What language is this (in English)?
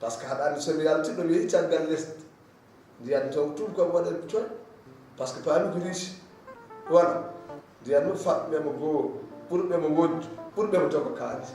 Fula